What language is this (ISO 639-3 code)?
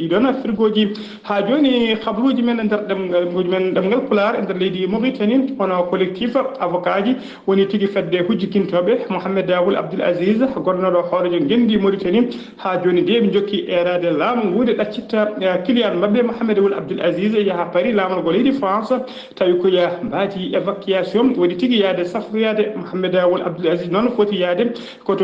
ful